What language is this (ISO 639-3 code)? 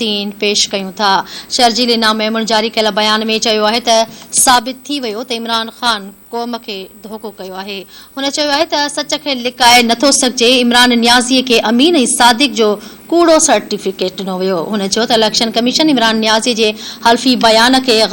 snd